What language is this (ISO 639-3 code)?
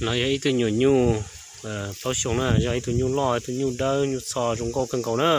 hmn